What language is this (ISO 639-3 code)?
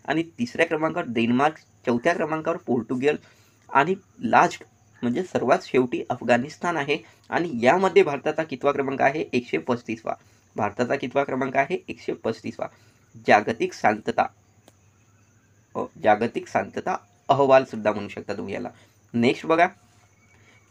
mar